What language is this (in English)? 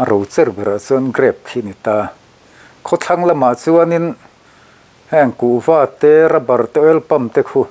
Mizo